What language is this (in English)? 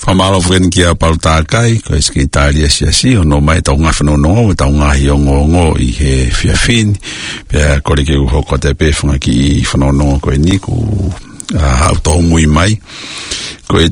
Tongan